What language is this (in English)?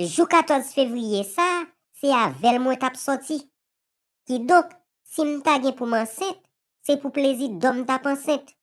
Haitian Creole